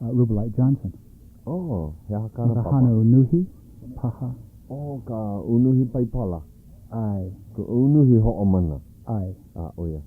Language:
Hawaiian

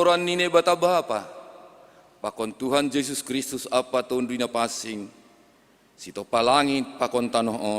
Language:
Batak Simalungun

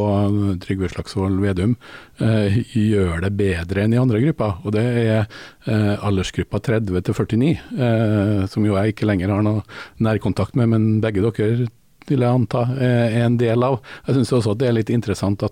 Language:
Norwegian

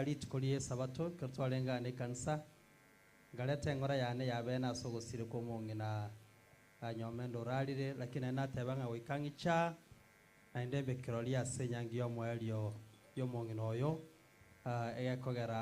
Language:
Gusii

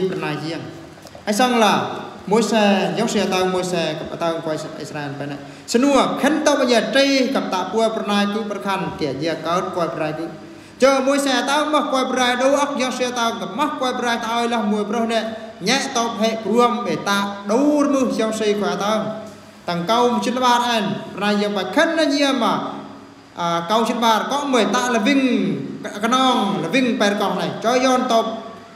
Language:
Eastern Bru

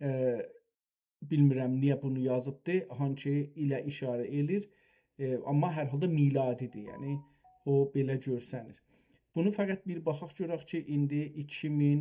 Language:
South Azerbaijani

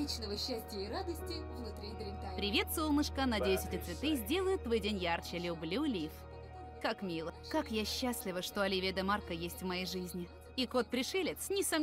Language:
Russian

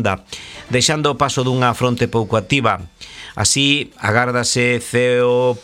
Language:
Galician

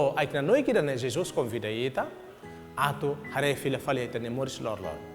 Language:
Tetum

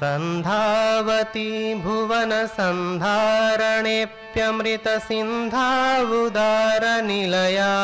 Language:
Sanskrit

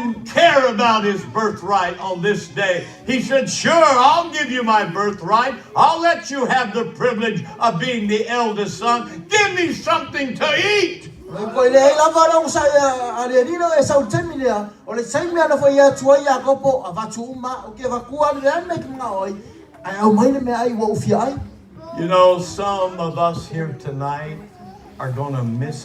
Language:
Samoan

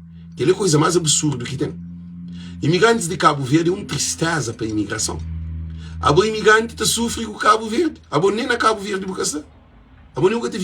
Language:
Kabuverdianu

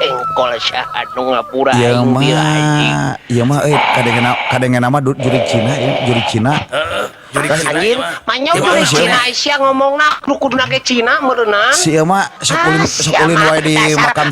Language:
Sundanese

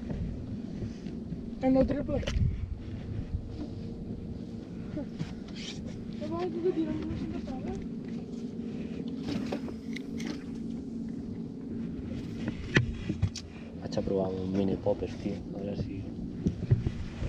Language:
Catalan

